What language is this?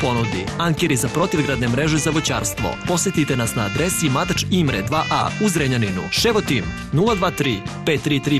Serbian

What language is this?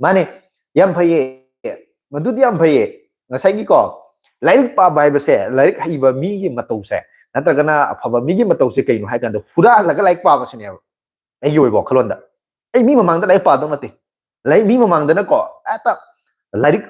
Manipuri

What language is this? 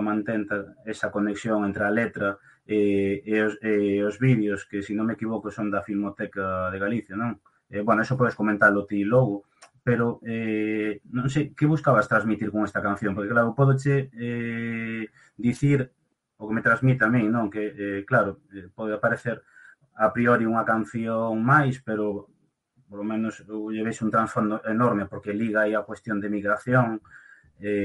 Galician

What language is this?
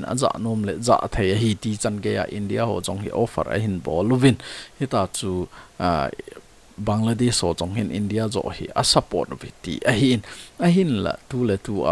Thado Chin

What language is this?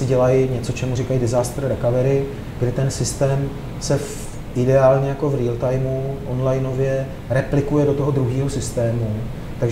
Czech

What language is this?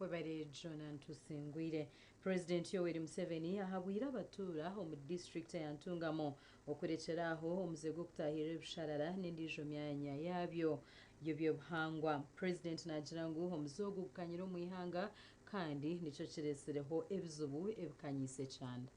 Nyankole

